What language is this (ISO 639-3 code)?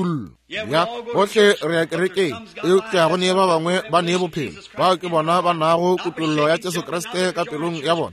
nso